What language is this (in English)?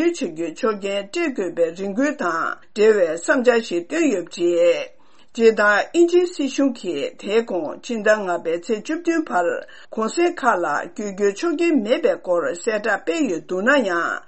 Tibetan